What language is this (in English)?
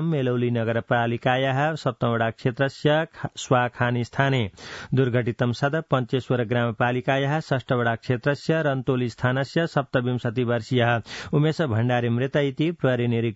Sanskrit